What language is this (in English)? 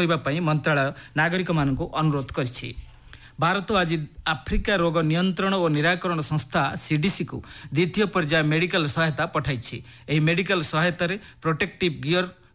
Odia